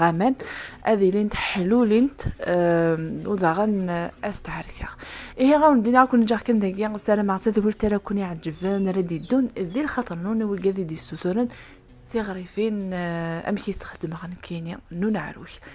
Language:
Kabyle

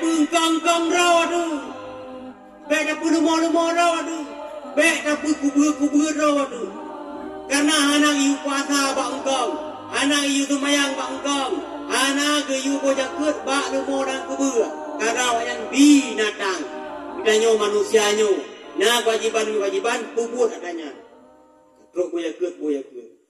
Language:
Achinese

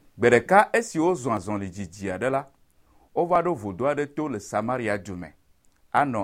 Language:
Ewe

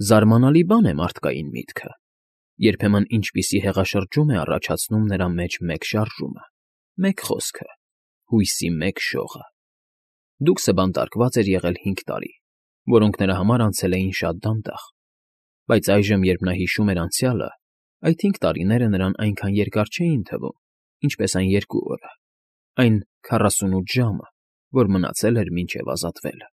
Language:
Armenian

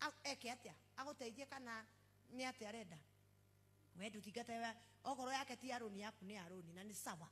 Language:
Kikuyu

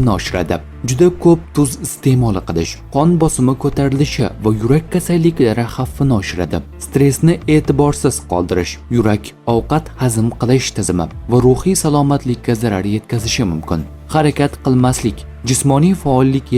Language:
Uzbek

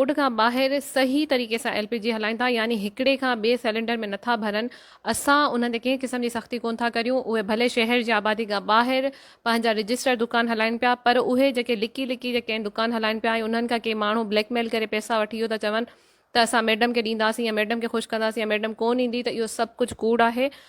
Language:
Sindhi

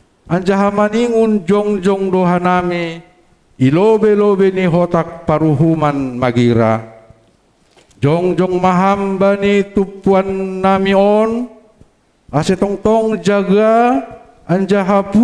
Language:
Batak Simalungun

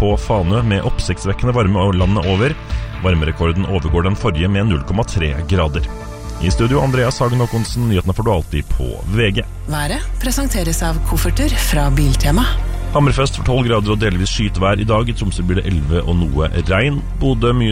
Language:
Norwegian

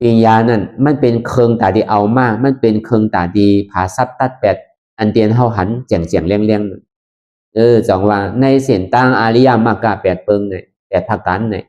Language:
Shan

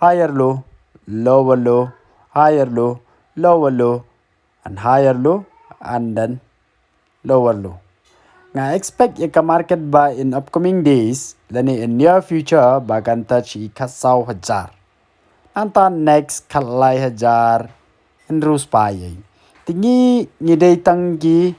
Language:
Khasi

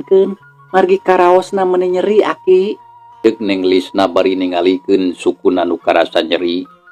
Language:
Sundanese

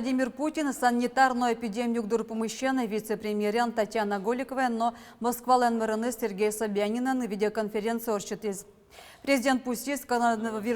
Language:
Udmurt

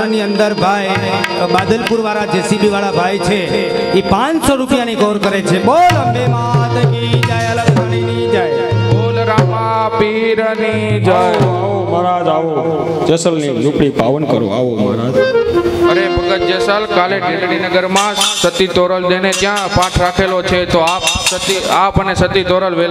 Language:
Gujarati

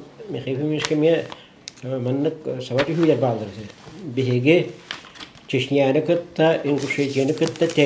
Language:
Yakut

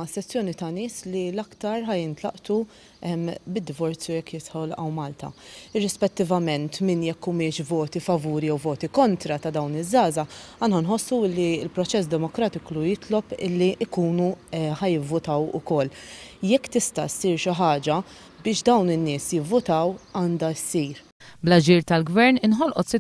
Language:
Maltese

